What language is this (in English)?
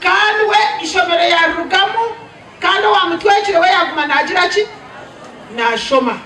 Nyankole